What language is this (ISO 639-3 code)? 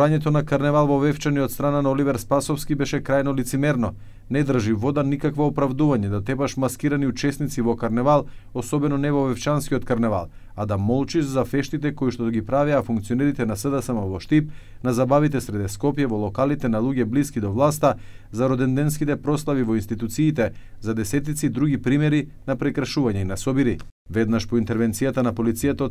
mkd